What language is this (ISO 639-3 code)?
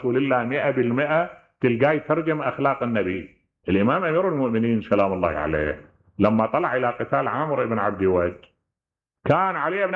acm